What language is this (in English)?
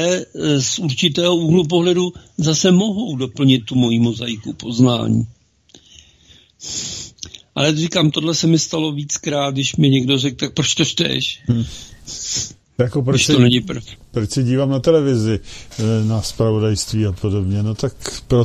Czech